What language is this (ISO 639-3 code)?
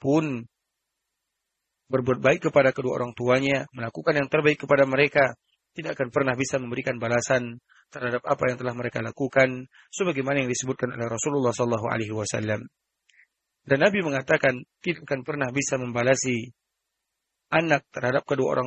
ind